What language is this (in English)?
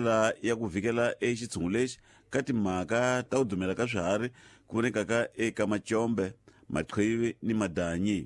Tsonga